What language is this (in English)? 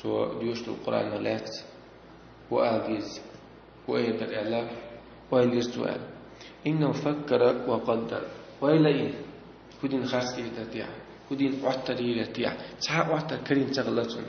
Chechen